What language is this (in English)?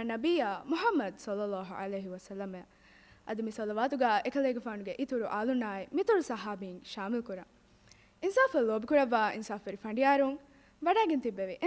Divehi